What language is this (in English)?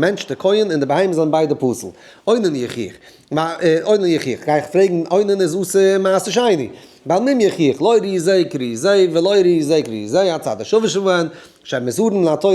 Yiddish